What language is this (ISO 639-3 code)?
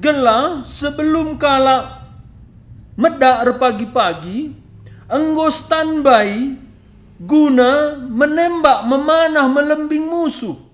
btx